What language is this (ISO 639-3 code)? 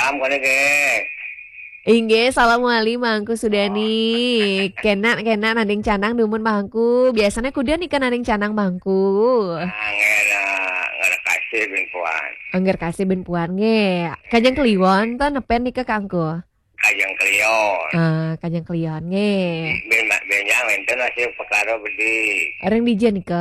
ban